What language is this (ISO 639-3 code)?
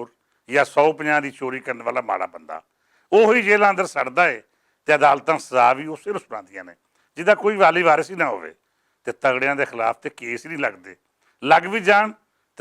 lah